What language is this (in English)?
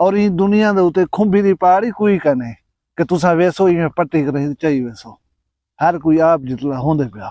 Saraiki